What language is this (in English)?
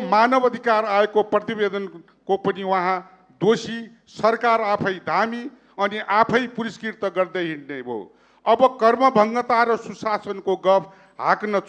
Nepali